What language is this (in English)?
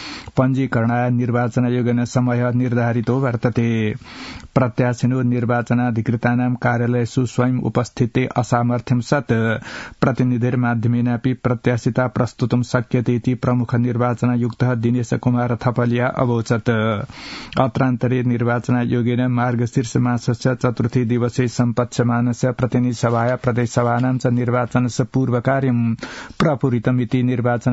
Sanskrit